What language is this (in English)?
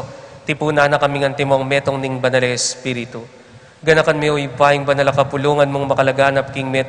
Pampanga